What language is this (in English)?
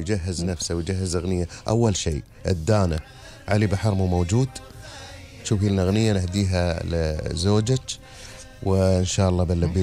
Gulf Arabic